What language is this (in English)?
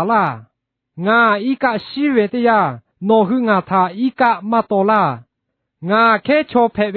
Lahu